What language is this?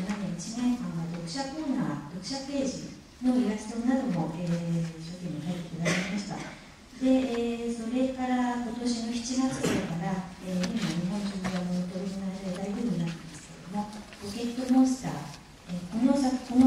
Japanese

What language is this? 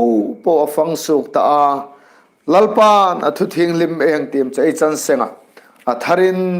Hmar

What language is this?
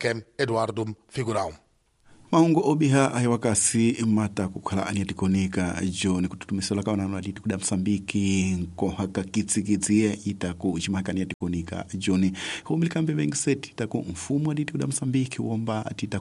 Tsonga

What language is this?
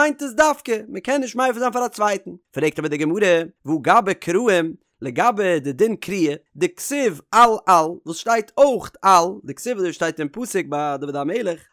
Yiddish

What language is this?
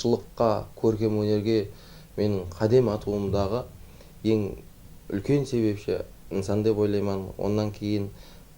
Kara-Kalpak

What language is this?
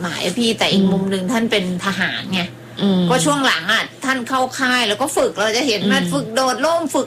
Thai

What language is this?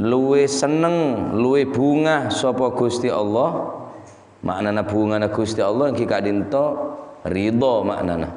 Madurese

